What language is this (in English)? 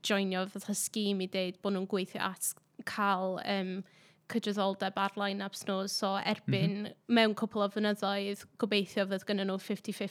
Welsh